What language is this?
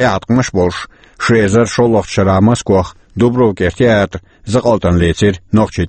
Chechen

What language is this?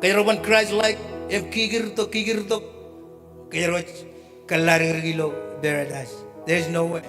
Marshallese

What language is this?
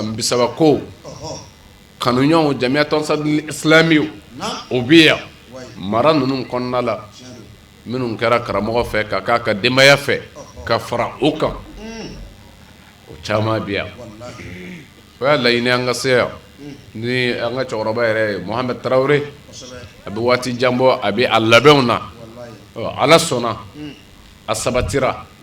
Bambara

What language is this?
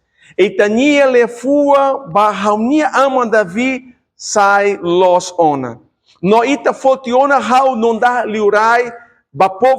Tetum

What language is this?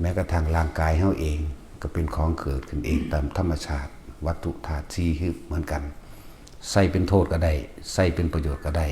Northeastern Thai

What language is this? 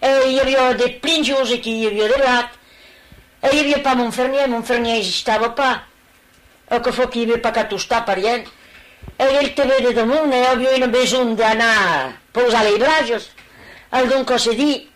Occitan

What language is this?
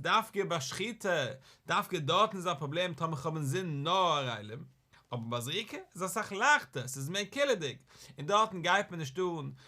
Yiddish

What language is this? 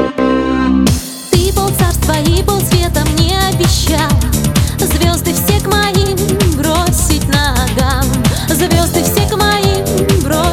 Russian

